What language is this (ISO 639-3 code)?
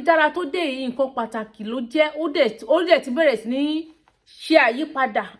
yor